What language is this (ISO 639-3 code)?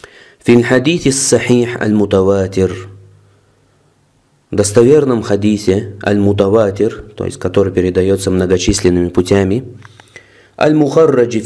rus